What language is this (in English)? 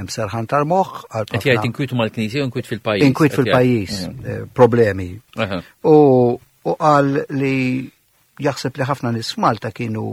Maltese